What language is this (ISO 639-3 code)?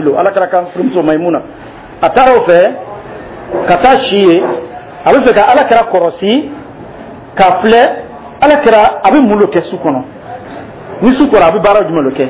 dyu